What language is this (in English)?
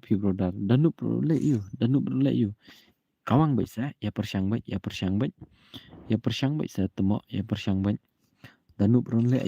Khasi